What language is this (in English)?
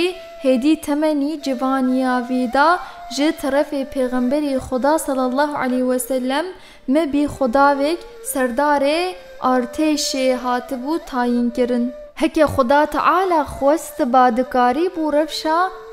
Kurdish